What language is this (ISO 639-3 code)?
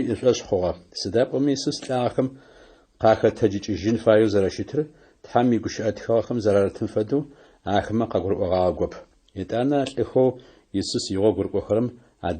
ady